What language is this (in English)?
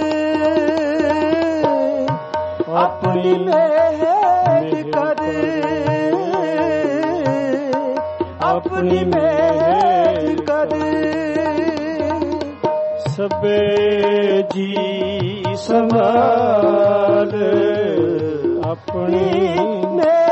Punjabi